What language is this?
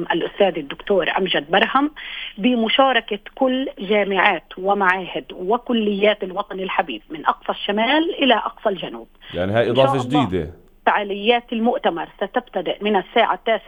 North Levantine Arabic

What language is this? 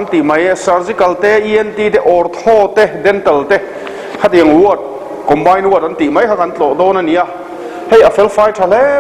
Mizo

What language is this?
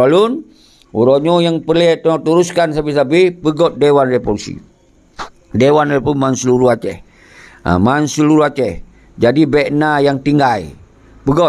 Achinese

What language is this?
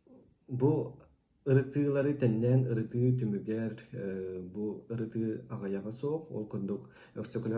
Yakut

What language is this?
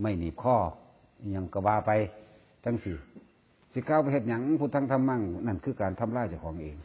Northeastern Thai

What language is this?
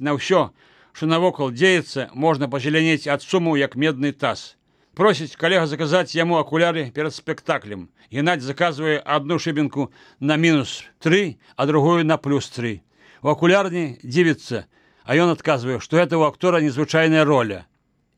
Belarusian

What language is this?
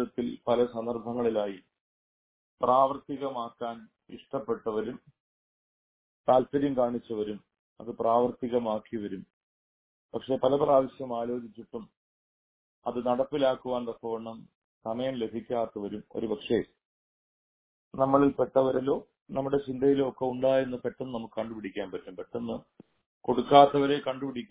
Malayalam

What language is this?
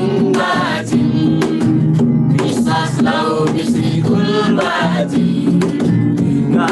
Eastern Tamang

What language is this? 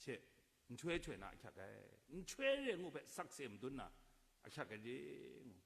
Kachin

